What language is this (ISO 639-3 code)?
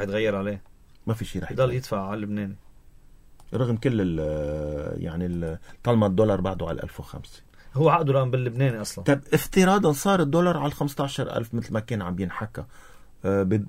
apc